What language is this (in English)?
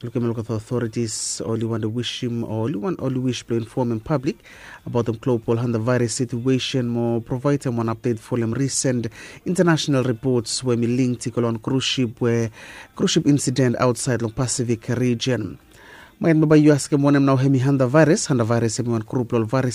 Bislama